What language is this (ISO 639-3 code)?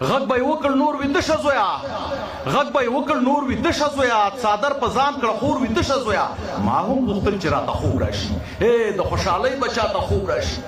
pus